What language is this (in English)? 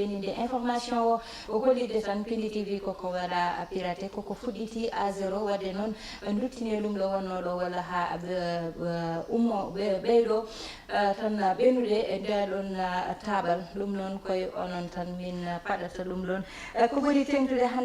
Fula